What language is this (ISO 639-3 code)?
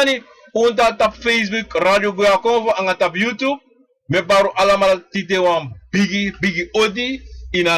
srn